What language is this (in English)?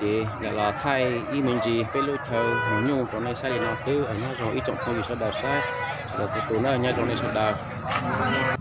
Hmong